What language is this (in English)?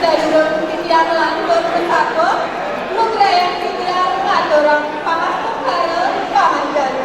Balinese